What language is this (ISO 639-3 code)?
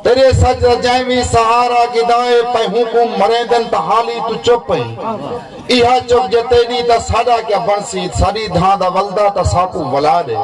skr